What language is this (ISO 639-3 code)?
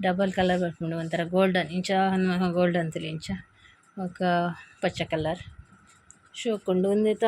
tcy